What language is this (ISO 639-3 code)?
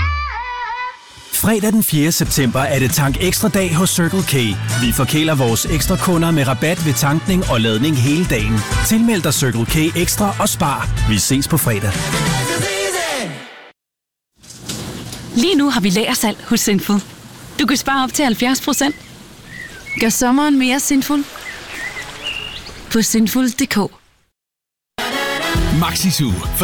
dan